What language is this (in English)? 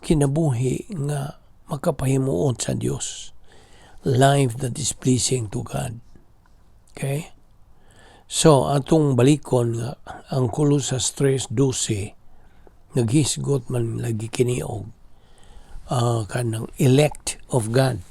Cebuano